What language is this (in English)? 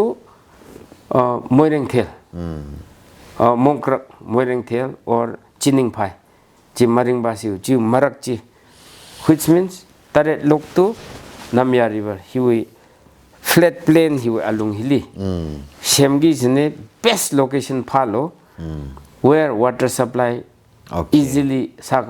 Tangkhul Naga (India)